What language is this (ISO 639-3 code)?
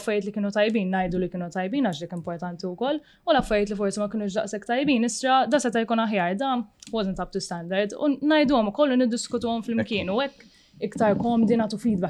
mlt